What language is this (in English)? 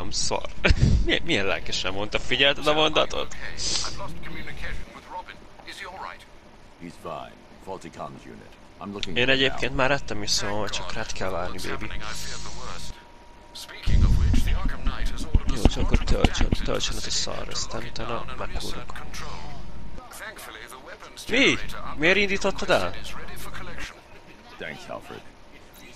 Hungarian